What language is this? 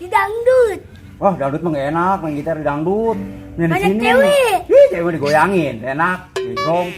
Betawi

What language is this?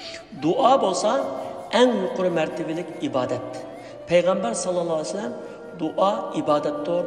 Uyghur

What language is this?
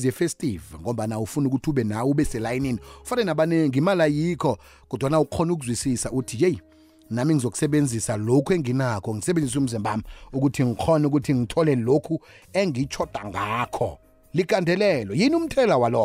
South Ndebele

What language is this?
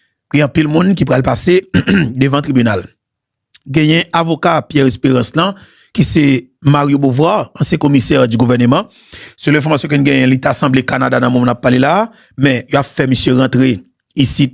Haitian Creole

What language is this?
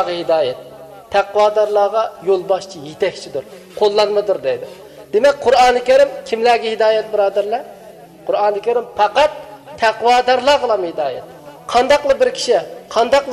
Uyghur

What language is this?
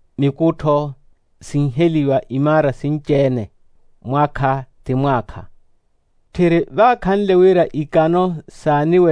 Makhuwa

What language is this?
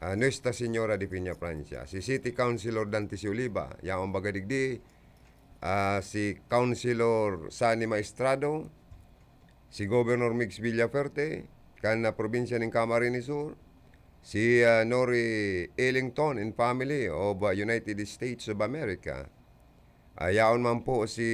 Bikol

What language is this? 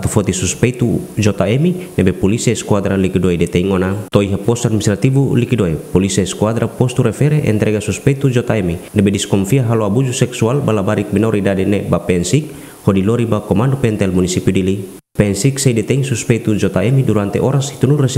Tetum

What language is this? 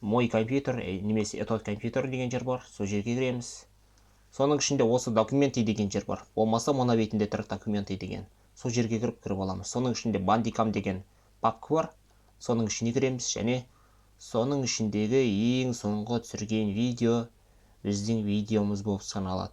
Kazakh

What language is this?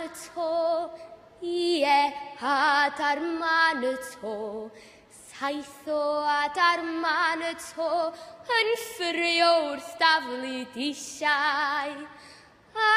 Welsh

